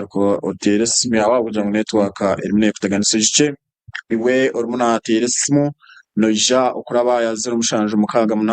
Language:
Nyankole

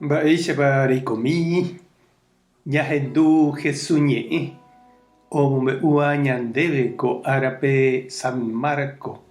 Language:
Guarani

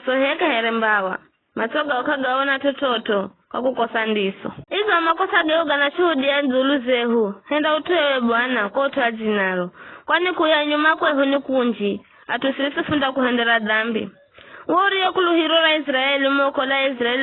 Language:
Giryama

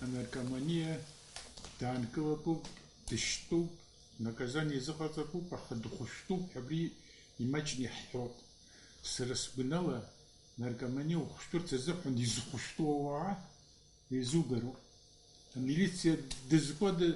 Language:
Abkhazian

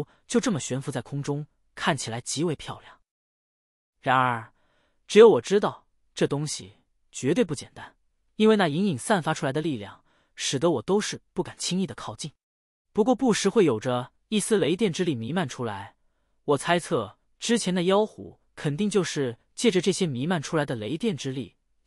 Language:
Chinese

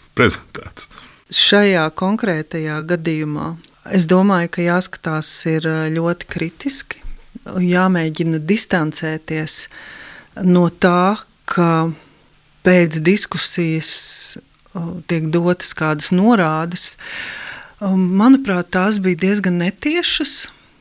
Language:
Latvian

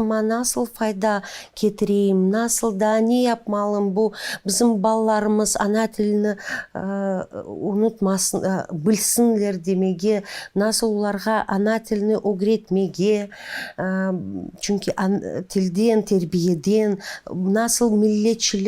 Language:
Crimean Tatar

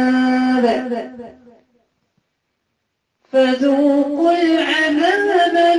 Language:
Arabic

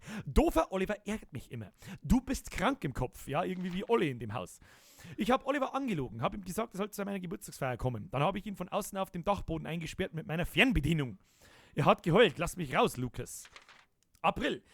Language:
Bavarian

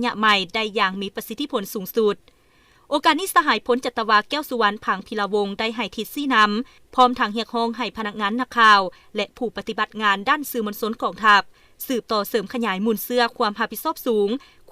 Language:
Lao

